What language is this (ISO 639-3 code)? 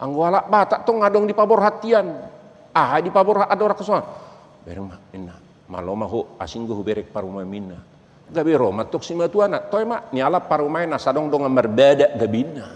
bbc